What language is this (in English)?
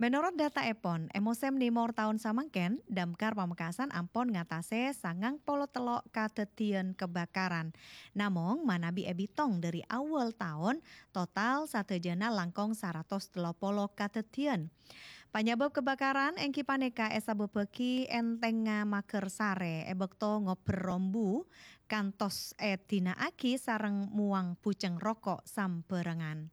Madurese